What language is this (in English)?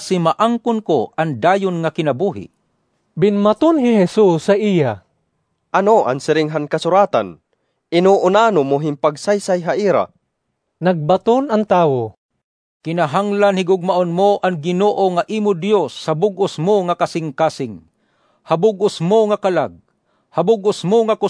Waray